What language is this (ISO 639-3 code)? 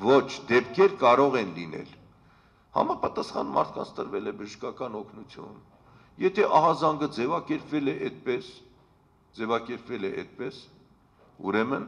hye